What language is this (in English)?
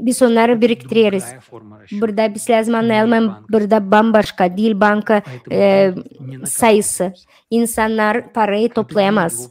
Gagauz